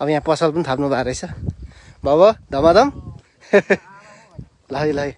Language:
Nepali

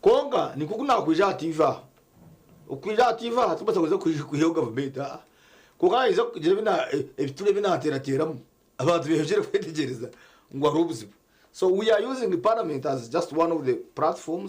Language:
Nyankole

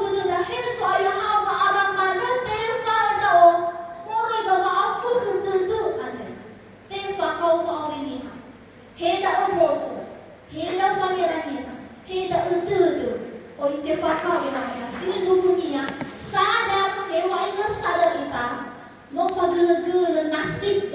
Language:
Nias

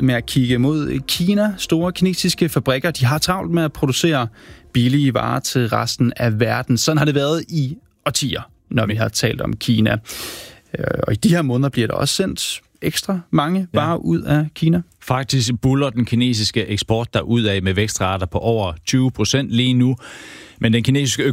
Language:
Danish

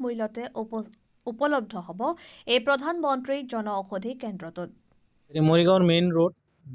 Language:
Assamese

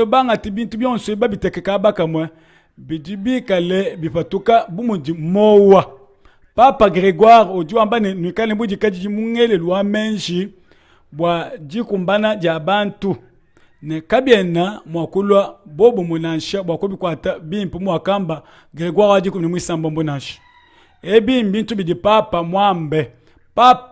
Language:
Luba-Lulua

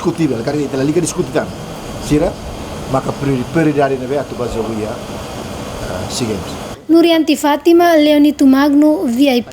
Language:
Tetum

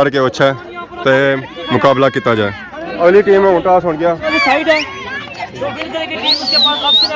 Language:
Pahari-Potwari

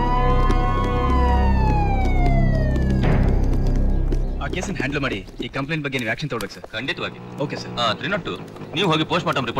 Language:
Kannada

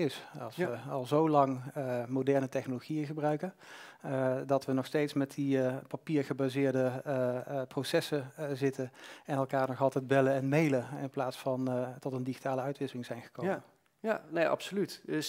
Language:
Dutch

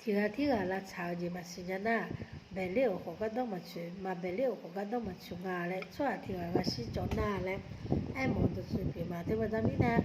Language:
Akha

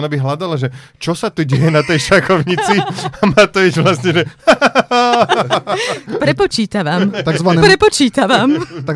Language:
Slovak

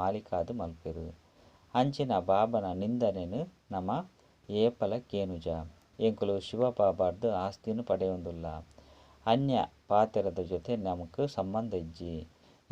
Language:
Tulu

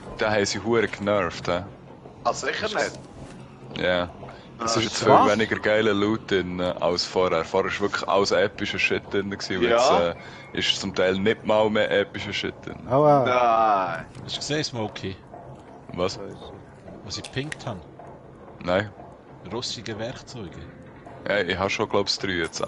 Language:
Swiss German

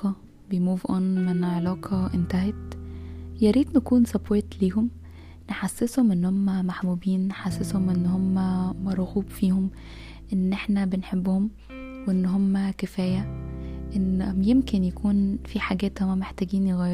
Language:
Egyptian Arabic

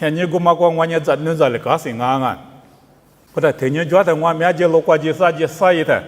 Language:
Lisu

